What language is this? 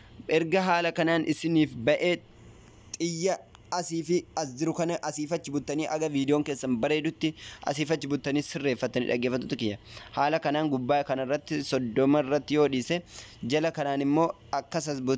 Oromo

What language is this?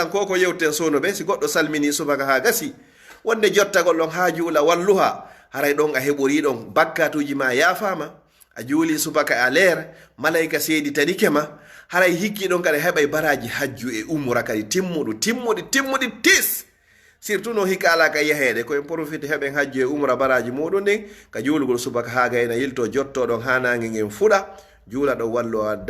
Fula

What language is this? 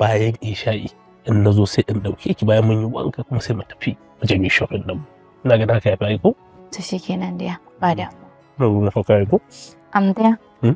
Hausa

